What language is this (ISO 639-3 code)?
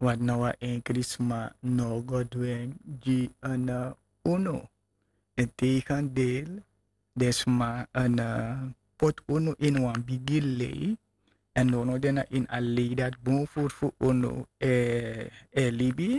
srn